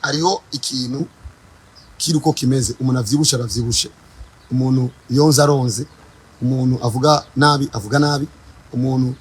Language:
Rundi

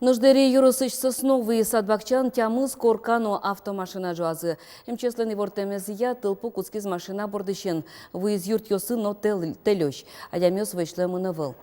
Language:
Udmurt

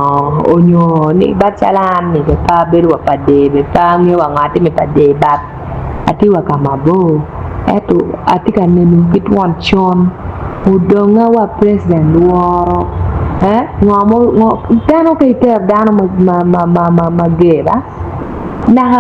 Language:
Acoli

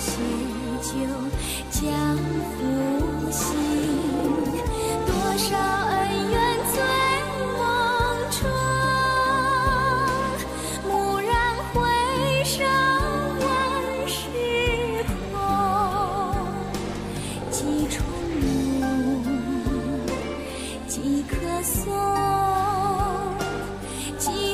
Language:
Vietnamese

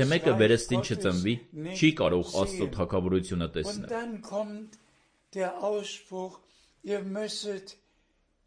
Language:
Armenian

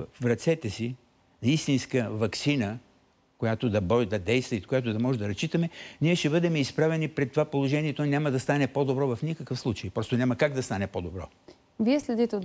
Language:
Bulgarian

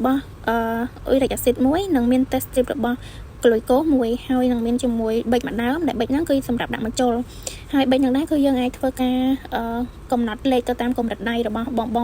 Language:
Khmer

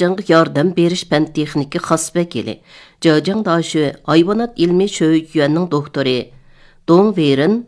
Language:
Uyghur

